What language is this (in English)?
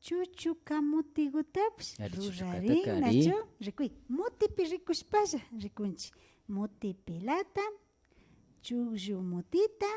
Imbabura Highland Quichua